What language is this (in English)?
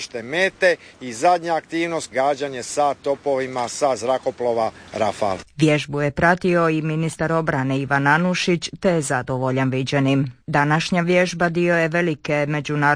Croatian